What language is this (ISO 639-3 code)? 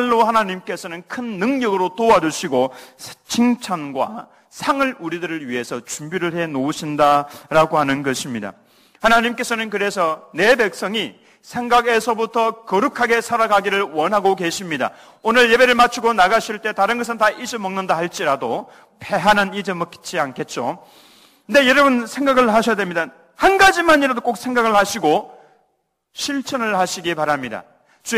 kor